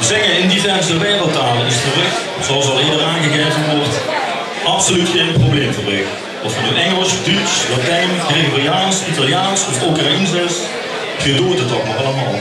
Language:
Limburgish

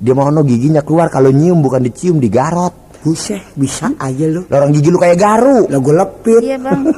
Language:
Betawi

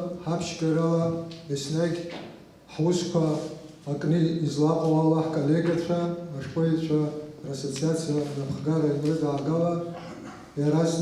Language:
Abkhazian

